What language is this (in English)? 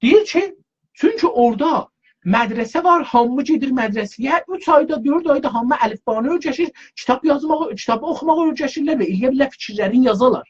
South Azerbaijani